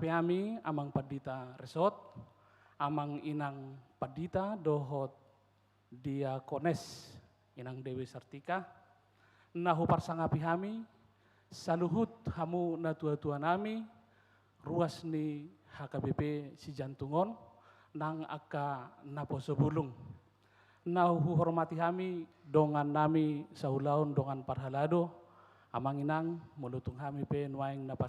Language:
Batak Toba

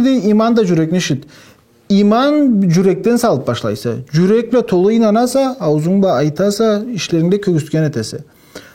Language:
Karachay-Balkar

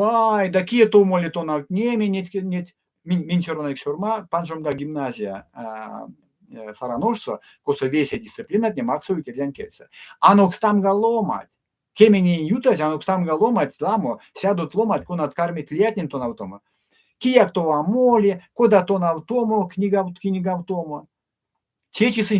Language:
Erzya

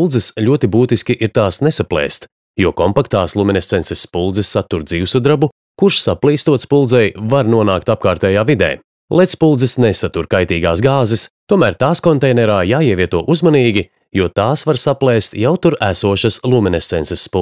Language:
Latvian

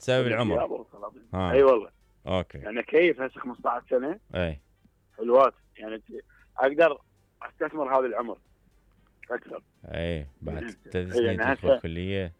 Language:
Mesopotamian Arabic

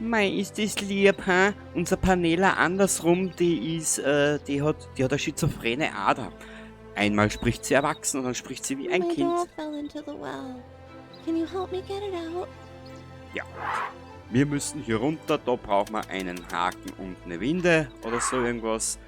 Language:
Bavarian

